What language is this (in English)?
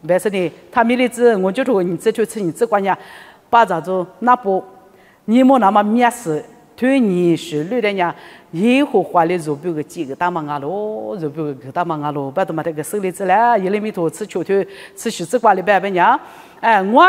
Lisu